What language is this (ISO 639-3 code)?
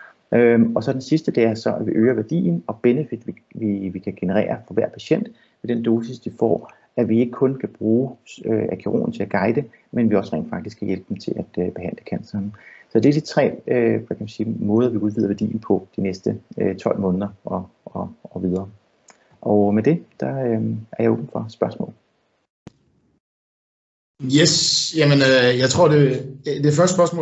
dan